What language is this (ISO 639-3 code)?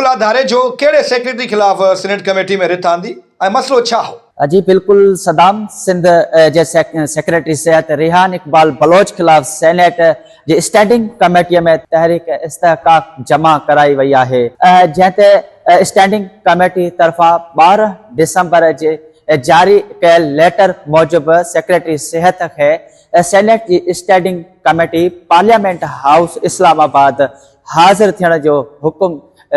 snd